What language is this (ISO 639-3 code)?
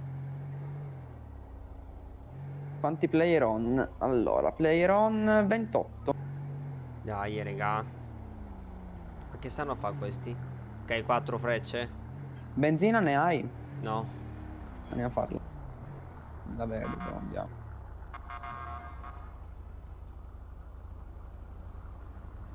ita